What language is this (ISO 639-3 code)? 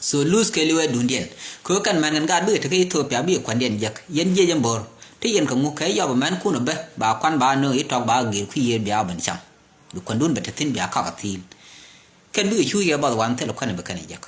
nus